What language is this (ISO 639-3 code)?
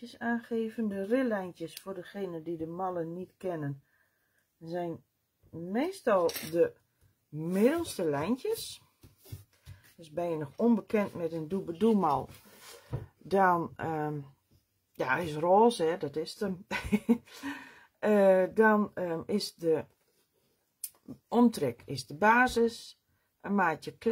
nld